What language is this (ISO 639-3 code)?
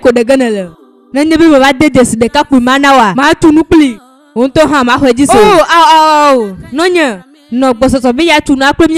ewe